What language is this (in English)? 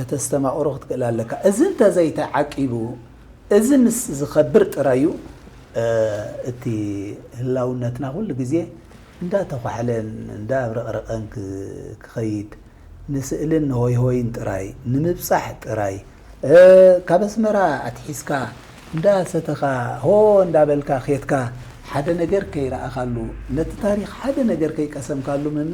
Tigrinya